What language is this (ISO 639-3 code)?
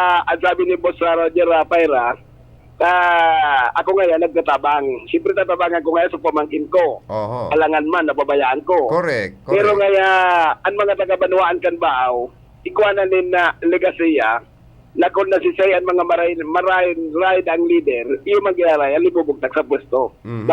bik